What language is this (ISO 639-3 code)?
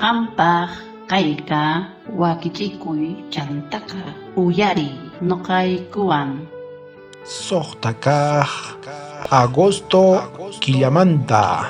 quh